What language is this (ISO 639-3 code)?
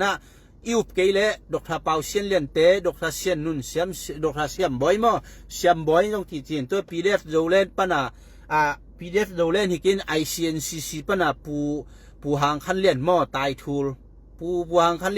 ctd